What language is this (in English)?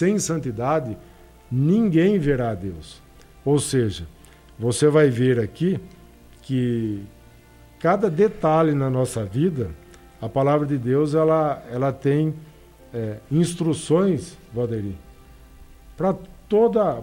Portuguese